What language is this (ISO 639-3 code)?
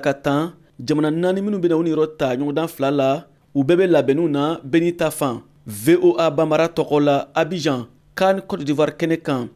bam